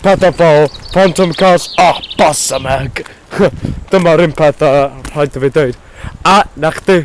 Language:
Welsh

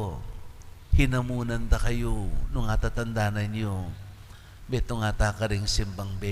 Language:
Pampanga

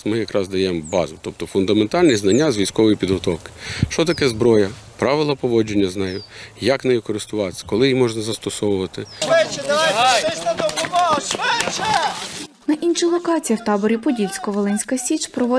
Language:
Ukrainian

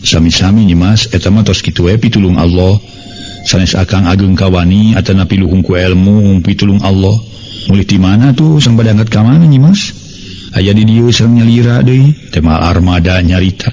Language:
Sundanese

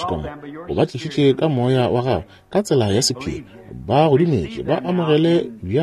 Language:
Northern Sotho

